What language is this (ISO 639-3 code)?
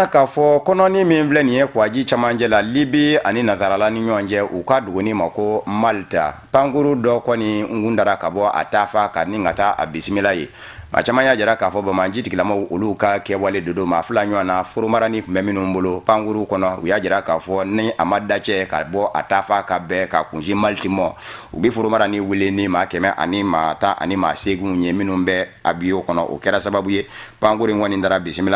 bam